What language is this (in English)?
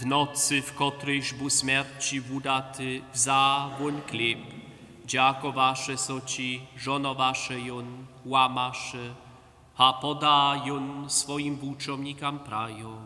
Upper Sorbian